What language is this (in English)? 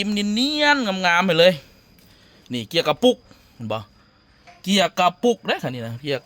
Lao